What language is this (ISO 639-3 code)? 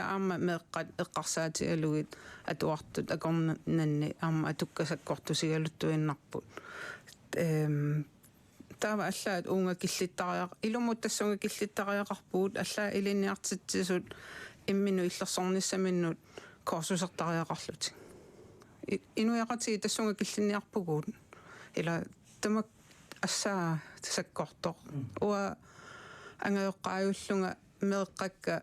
kal